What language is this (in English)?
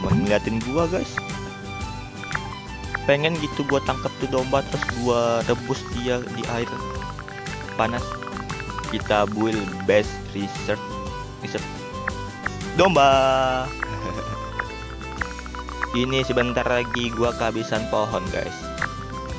Indonesian